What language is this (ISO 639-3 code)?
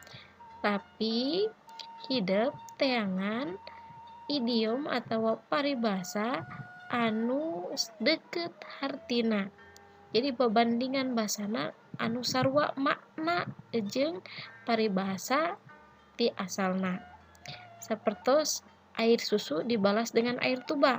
sun